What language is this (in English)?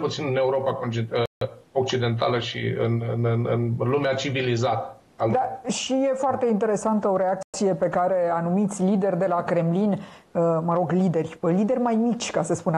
Romanian